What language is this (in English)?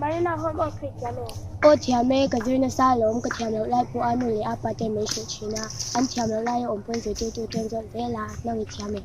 Mizo